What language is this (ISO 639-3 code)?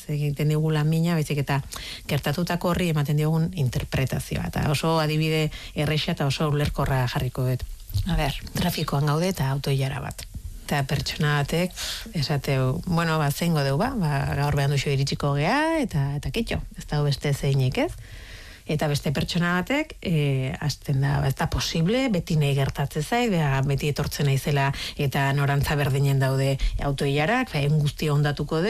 eus